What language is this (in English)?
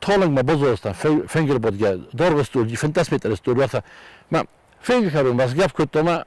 Ossetic